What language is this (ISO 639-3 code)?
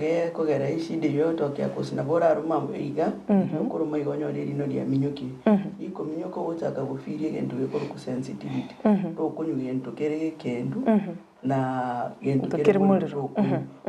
guz